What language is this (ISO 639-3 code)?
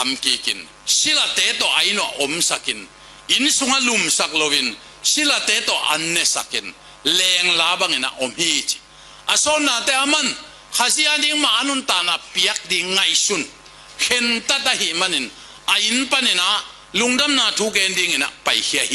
ctd